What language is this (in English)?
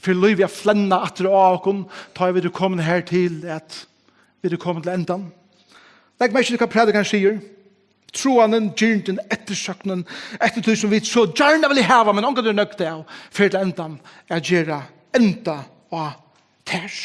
Faroese